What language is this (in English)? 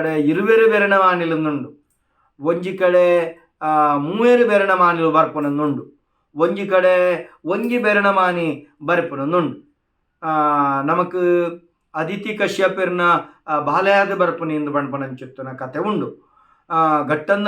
Tulu